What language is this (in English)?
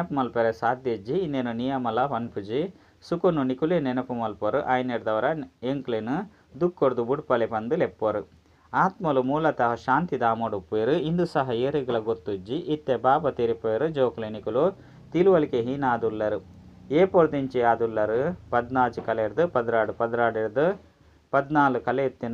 Tulu